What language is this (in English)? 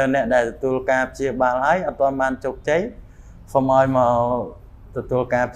Khmer